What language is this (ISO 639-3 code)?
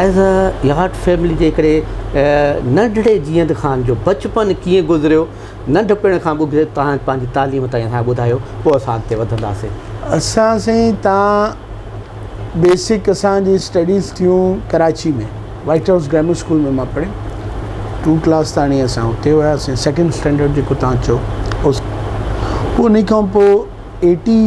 snd